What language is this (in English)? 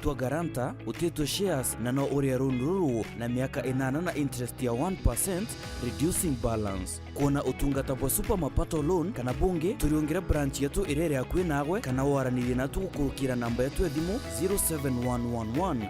Meru